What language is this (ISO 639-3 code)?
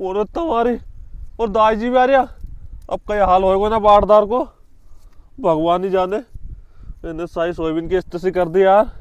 raj